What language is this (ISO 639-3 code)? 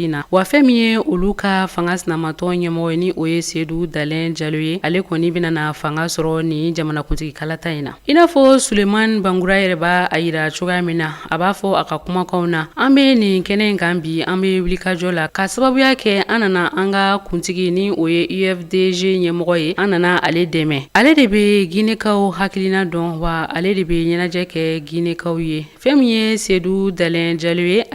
bam